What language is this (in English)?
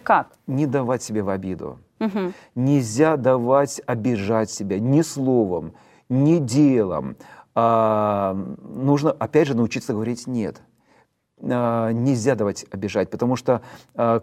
Russian